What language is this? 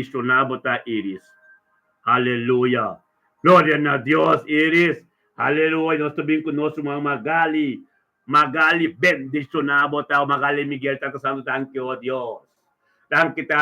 Papiamento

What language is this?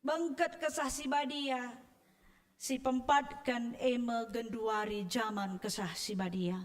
Batak Karo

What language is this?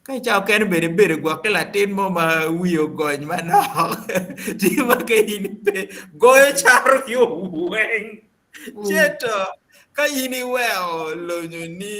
Acoli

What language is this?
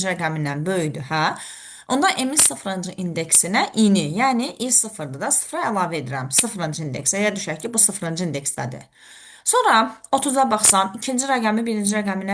Azerbaijani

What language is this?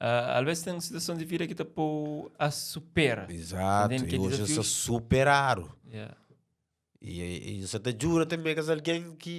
Kabuverdianu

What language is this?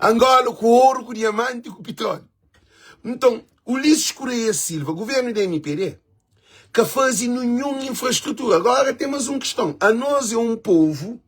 Kabuverdianu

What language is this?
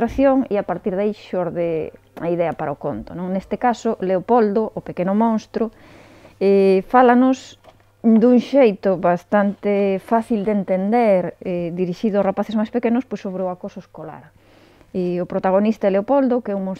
Galician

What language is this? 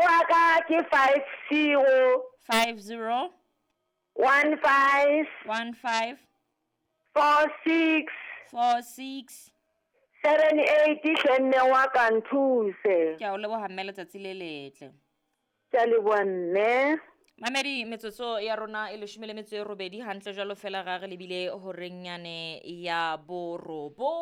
Southern Sotho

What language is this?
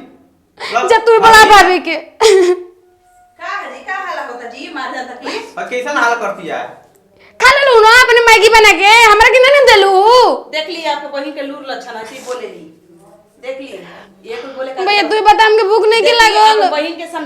Bhojpuri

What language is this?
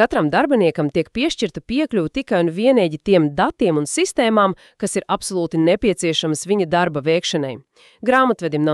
Latvian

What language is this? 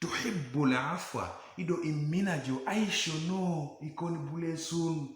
Teso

